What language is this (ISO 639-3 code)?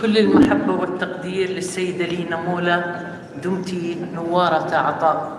apc